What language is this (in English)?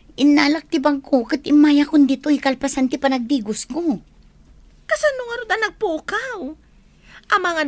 Iloko